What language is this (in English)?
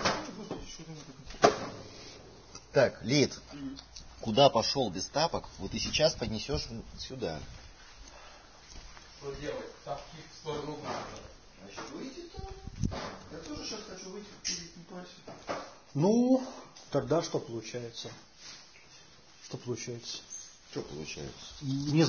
Russian